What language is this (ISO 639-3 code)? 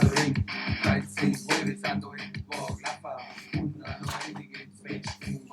bar